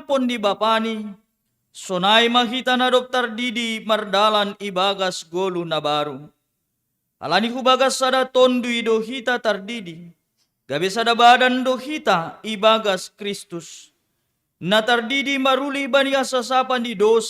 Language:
Batak Simalungun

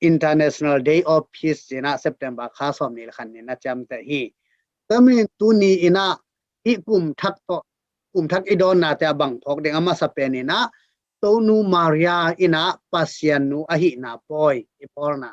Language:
Tedim Chin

